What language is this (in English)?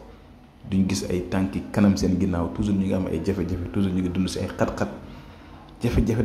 Wolof